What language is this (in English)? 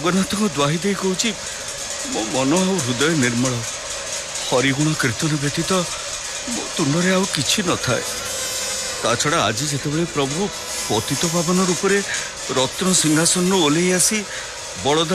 Odia